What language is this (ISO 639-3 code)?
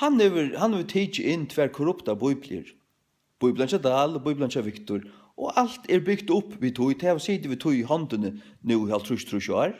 fao